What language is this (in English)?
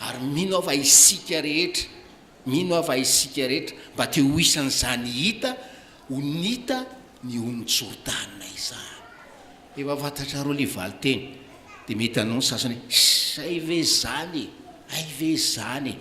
Malagasy